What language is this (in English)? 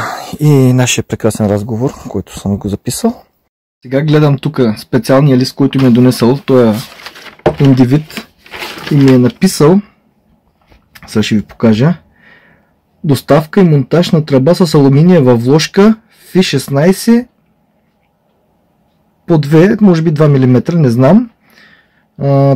Bulgarian